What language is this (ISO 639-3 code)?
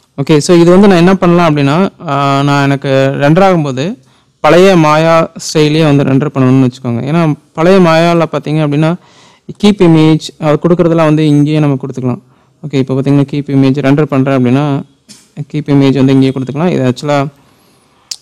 tam